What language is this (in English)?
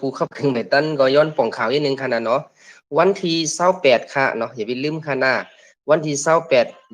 Shan